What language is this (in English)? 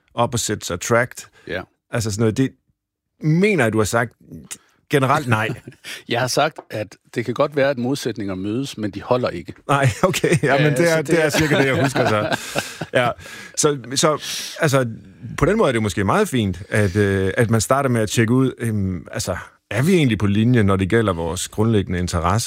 Danish